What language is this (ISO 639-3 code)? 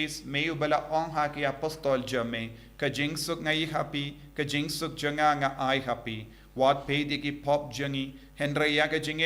kha